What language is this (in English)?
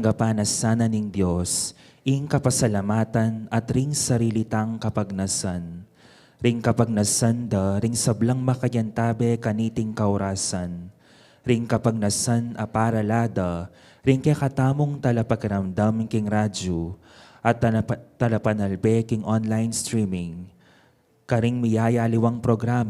Pampanga